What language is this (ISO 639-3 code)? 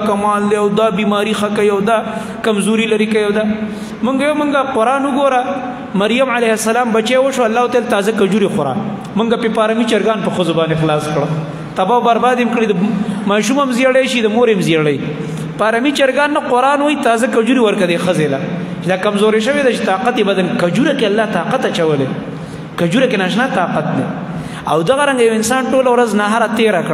pus